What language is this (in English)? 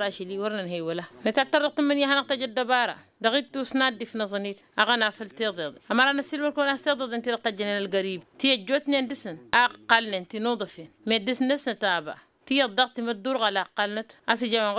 Tamasheq